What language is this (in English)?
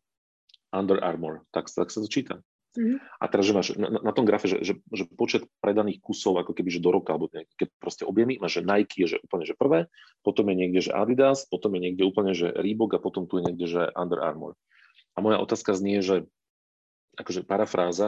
Slovak